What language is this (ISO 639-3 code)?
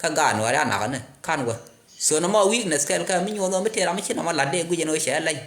nus